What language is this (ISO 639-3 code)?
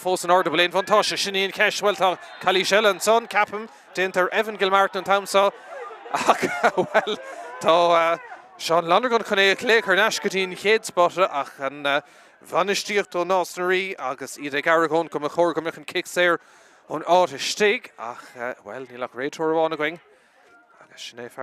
gle